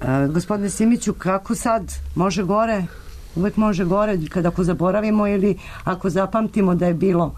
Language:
Serbian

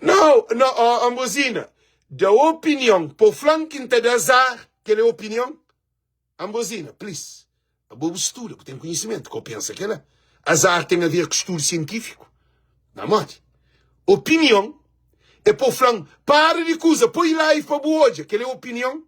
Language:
Kabuverdianu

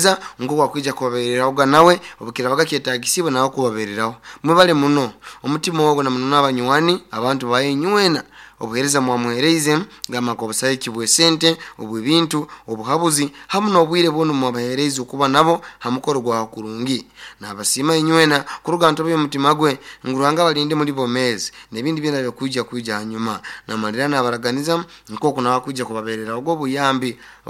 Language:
Nyoro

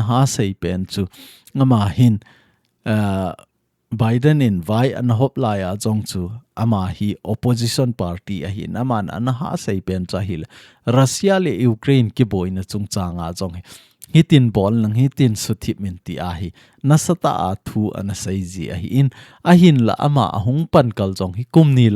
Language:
Thado Chin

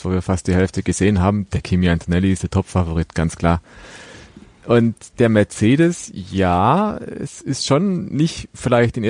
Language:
German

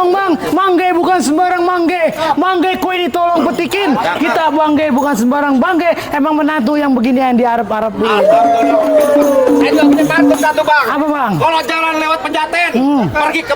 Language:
Betawi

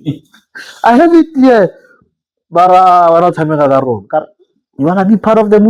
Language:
Tswana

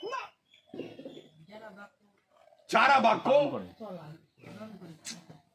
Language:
Bangla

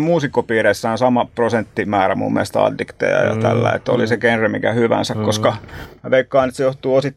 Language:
Finnish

